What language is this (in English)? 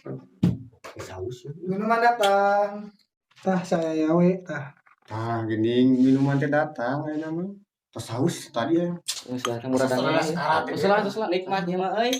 Sundanese